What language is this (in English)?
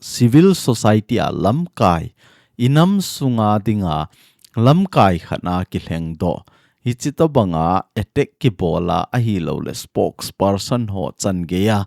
Thado Chin